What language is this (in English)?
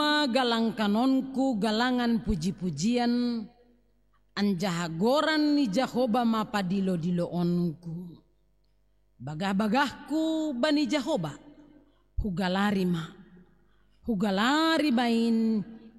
Batak Simalungun